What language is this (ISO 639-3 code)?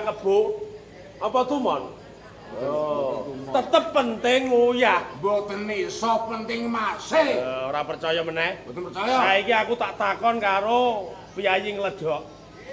jav